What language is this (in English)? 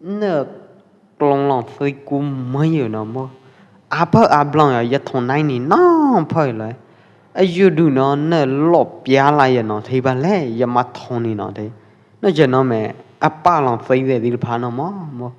Pwo Eastern Karen